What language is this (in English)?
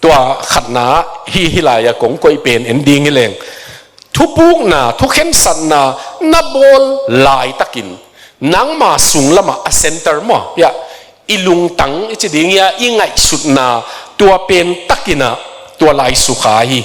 Tedim Chin